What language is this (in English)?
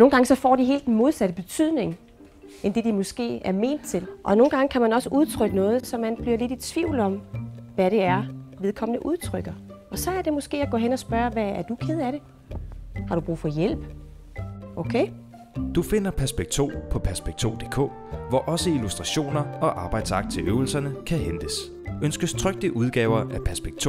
Danish